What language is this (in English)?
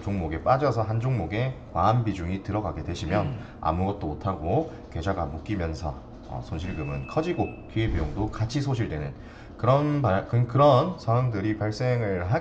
Korean